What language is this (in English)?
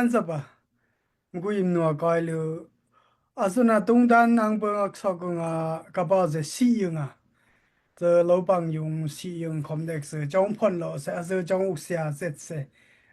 Daai Chin